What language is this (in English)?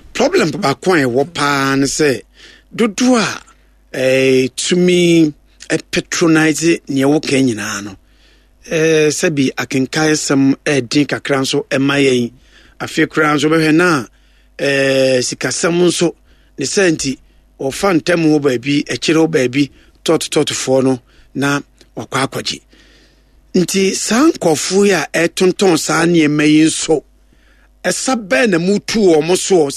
Akan